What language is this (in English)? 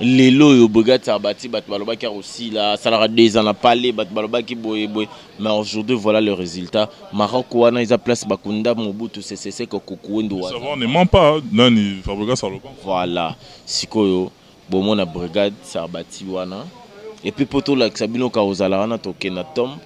Lingala